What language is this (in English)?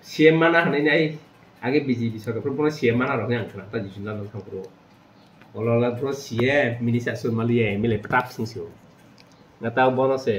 Kok Borok